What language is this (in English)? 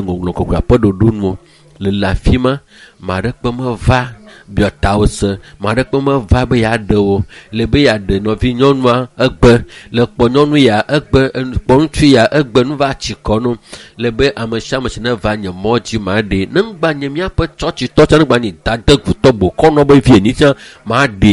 Ewe